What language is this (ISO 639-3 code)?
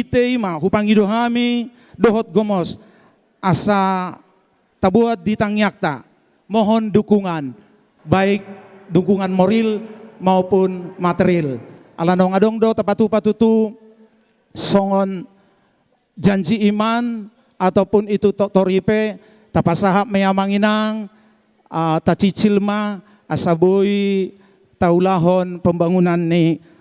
bbc